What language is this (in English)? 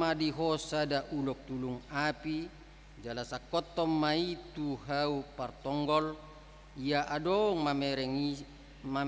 Batak Toba